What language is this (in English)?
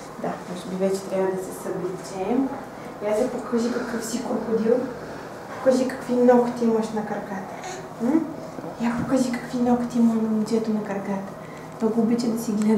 Bulgarian